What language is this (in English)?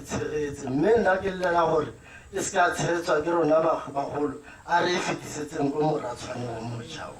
Tswana